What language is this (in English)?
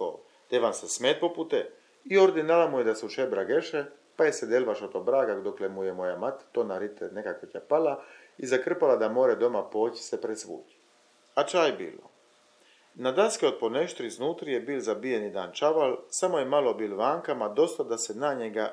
Chakavian